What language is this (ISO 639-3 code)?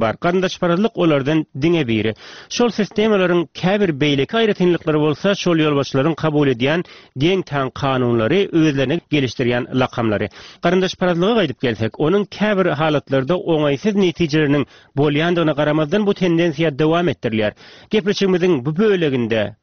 tuk